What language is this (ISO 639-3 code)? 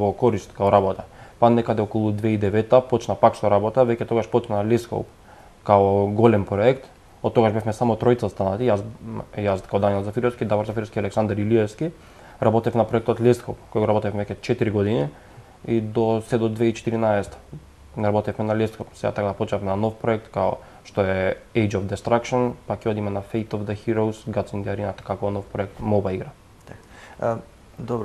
mkd